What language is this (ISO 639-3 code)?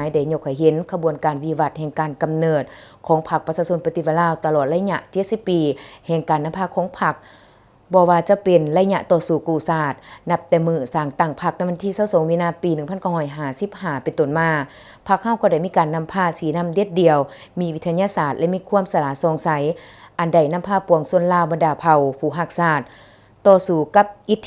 lao